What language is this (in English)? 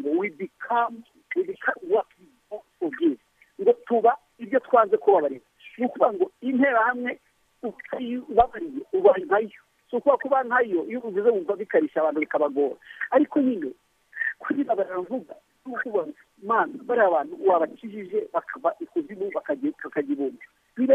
Kinyarwanda